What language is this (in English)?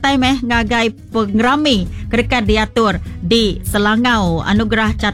Iban